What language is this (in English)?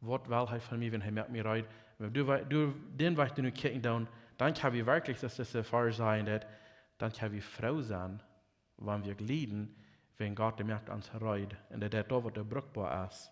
Plautdietsch